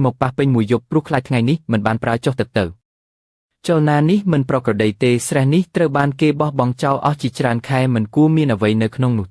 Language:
Khmer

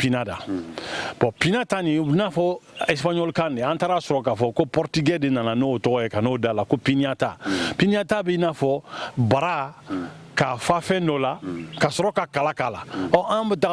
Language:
Bambara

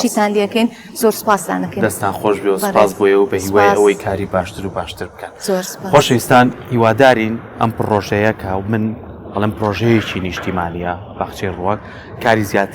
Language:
Central Kurdish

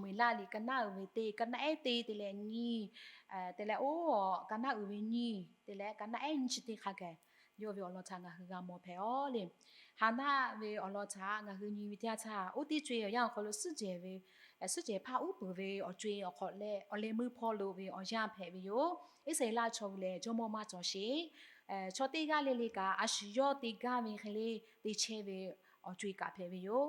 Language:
Lahu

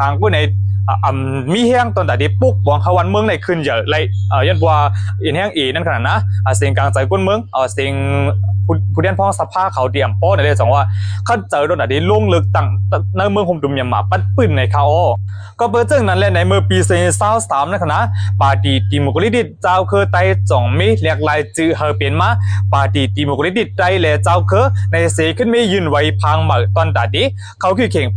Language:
Shan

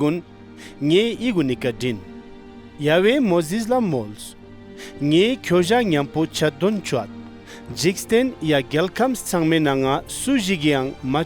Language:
Ladakhi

